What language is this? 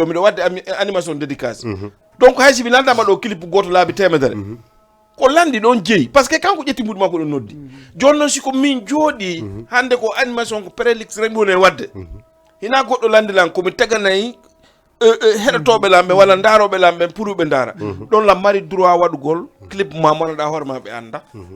Fula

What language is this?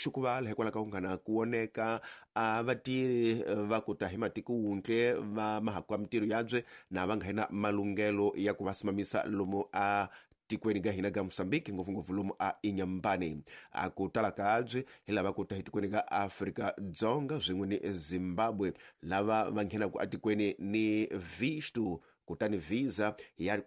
Tsonga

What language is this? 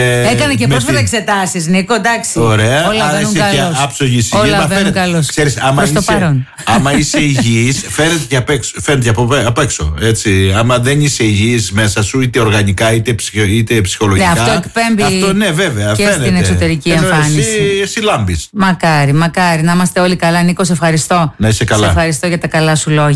Greek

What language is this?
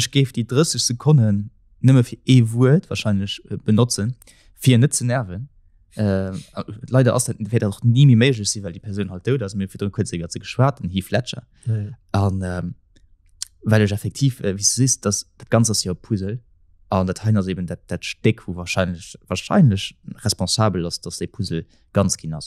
Luxembourgish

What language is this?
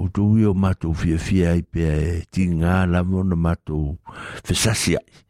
Samoan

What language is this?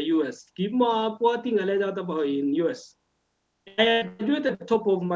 Kalenjin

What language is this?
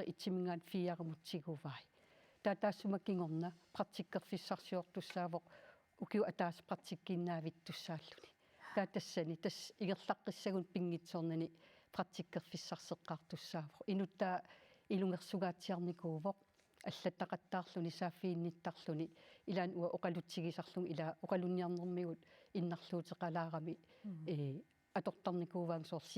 Kalaallisut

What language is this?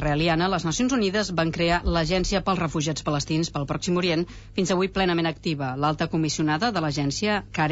Catalan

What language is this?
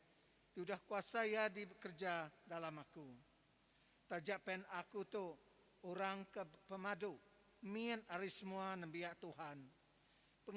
Iban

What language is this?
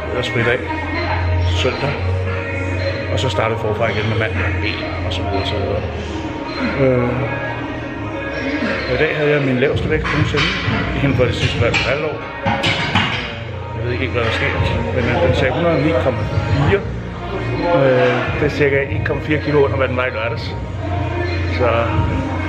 Danish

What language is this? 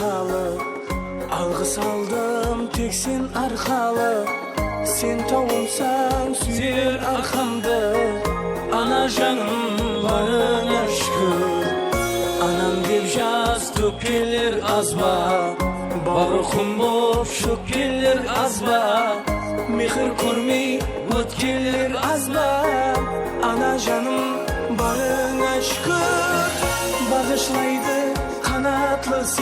Kara-Kalpak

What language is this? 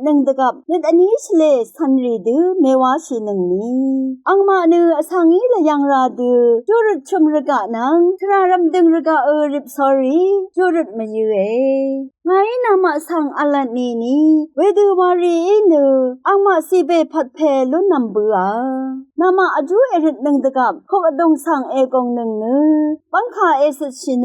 Rawang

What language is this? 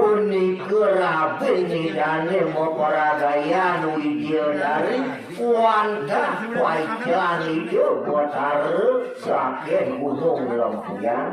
Balinese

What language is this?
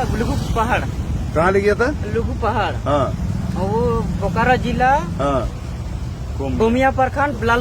Santali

